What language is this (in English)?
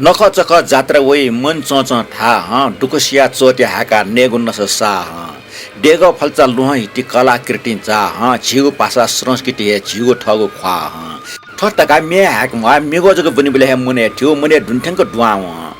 Newari